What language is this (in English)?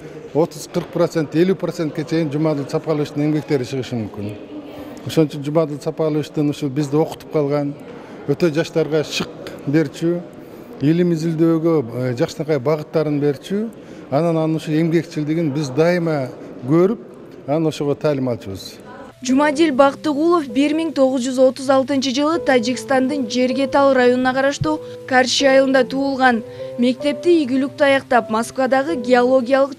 Kyrgyz